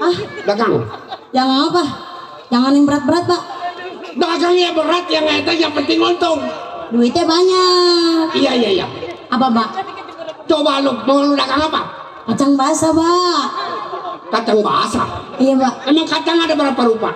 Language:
Betawi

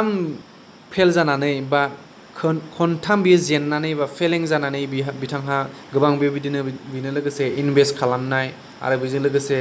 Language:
Bodo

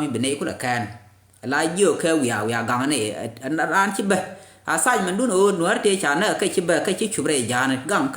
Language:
Nuer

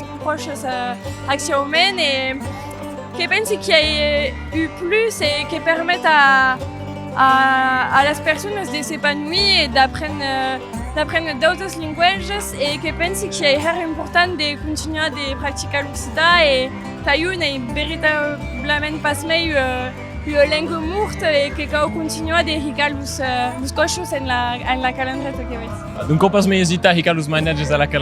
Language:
Occitan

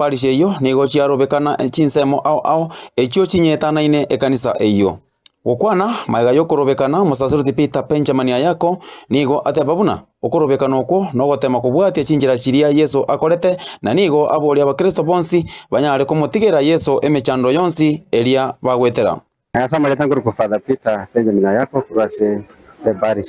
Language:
Gusii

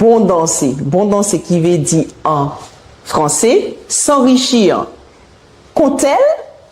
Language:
Guadeloupean Creole French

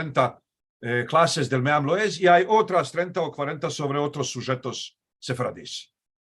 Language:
Ladino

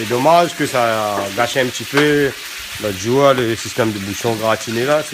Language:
Réunion Creole French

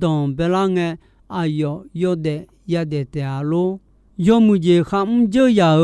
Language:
Akha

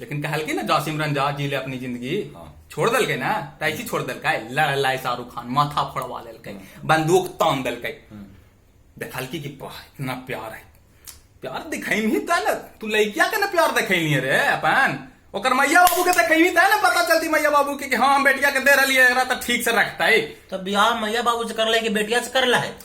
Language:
Magahi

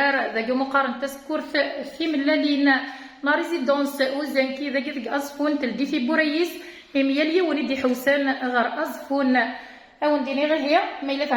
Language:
Kabyle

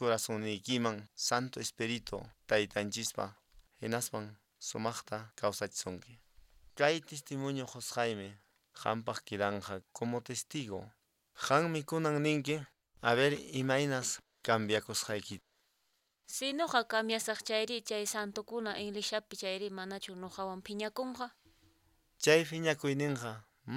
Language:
Quechua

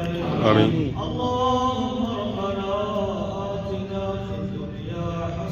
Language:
Pahari-Potwari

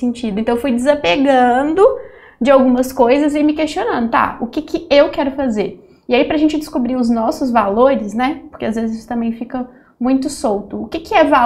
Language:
Portuguese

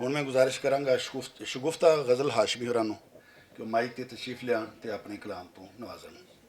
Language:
Western Panjabi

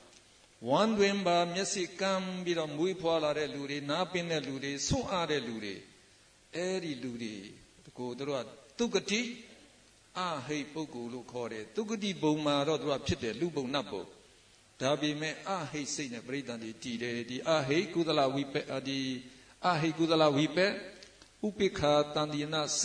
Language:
Burmese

